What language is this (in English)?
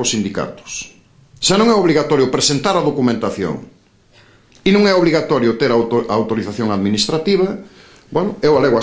Galician